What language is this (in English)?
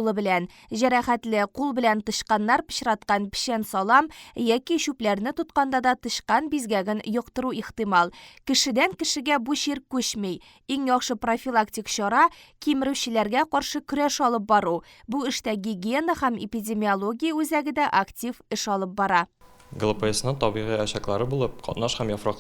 Tatar